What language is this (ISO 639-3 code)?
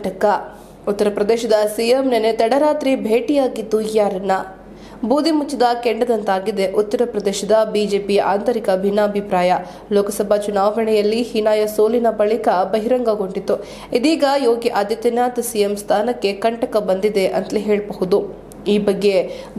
kan